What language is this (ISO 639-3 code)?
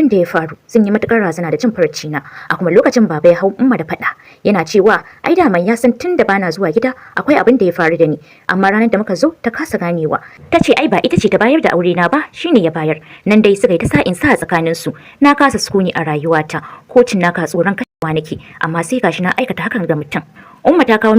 hau